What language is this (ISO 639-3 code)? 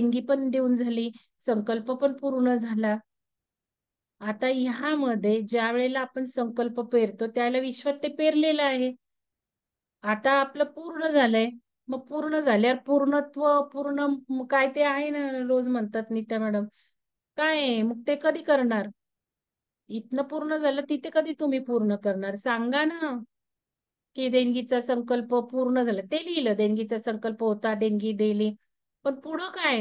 mar